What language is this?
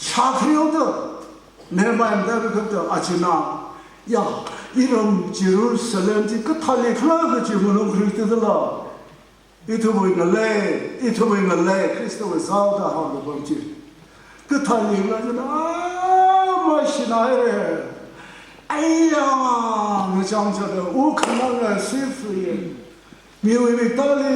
Tangkhul Naga (India)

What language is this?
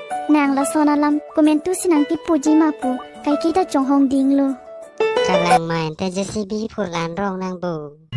Karbi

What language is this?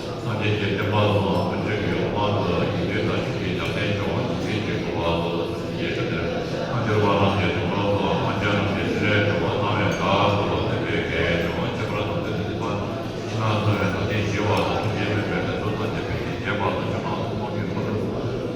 Tem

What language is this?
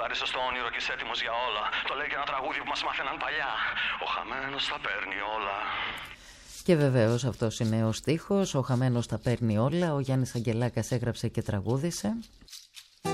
Greek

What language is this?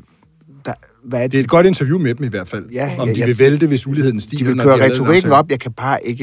Danish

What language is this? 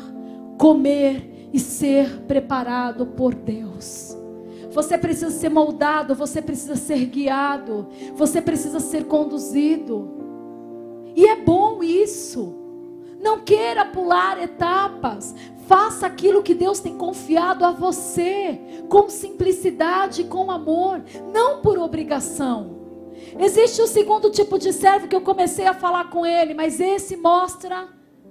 Portuguese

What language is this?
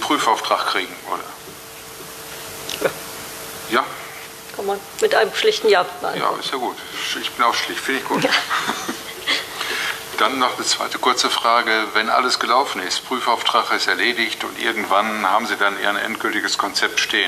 German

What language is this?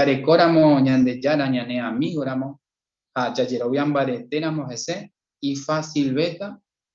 Guarani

